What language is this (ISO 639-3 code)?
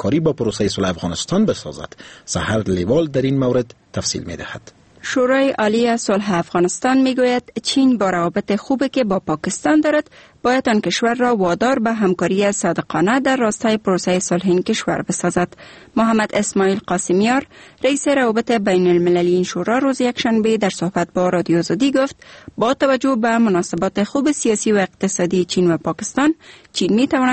fas